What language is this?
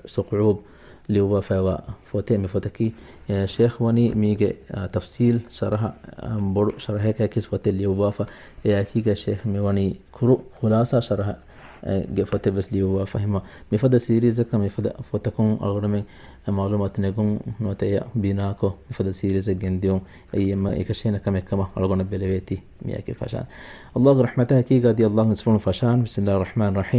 Divehi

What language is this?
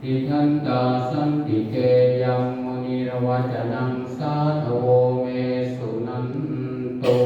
Pali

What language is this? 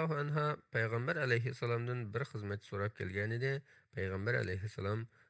Uyghur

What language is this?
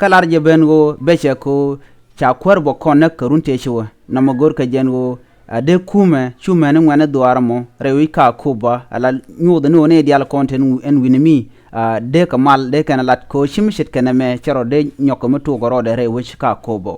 Nuer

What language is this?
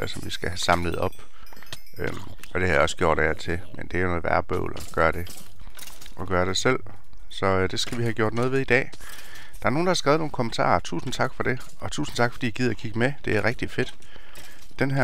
Danish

